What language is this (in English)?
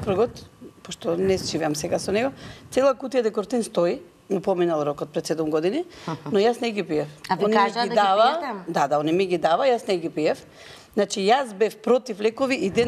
Macedonian